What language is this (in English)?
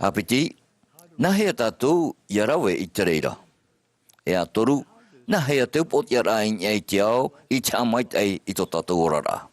Tahitian